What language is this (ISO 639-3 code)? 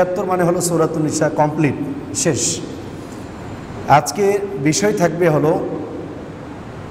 ben